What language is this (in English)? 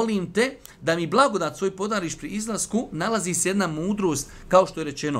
Bosnian